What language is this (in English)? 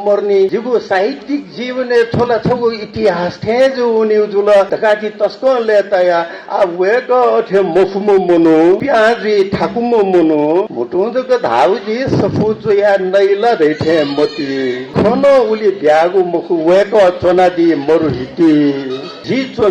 Newari